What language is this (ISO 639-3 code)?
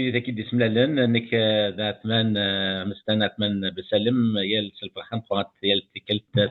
kab